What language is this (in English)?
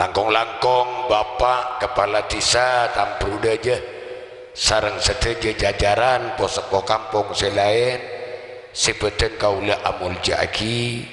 Madurese